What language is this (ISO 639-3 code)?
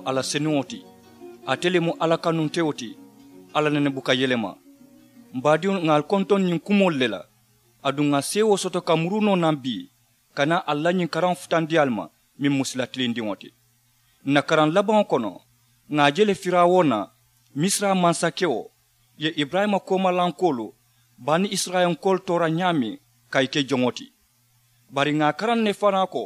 man